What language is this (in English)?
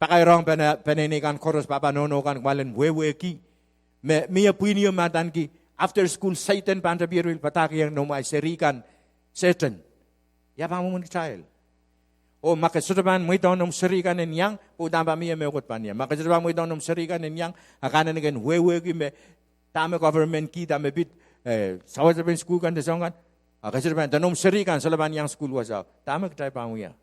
Pohnpeian